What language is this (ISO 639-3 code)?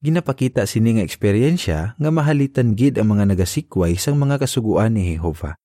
hil